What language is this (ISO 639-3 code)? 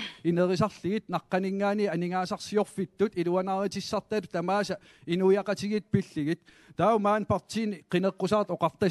kal